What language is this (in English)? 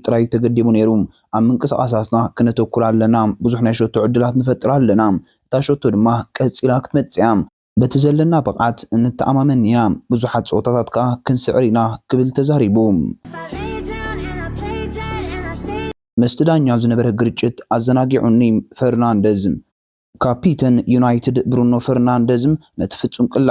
Tigrinya